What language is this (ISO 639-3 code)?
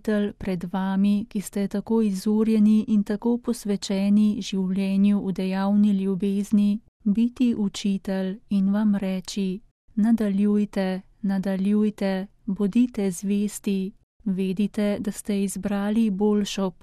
slv